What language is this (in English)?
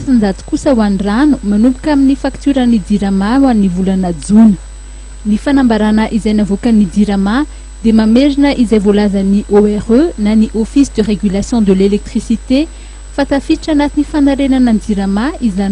Malagasy